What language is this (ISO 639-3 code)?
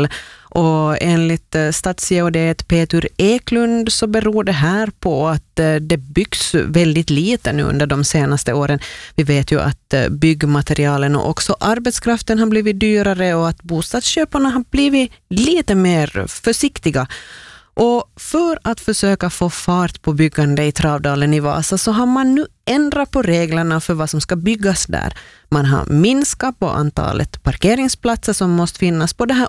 swe